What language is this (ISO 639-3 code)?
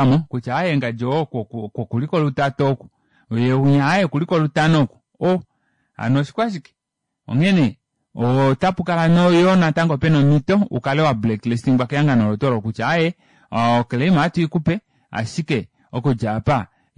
kua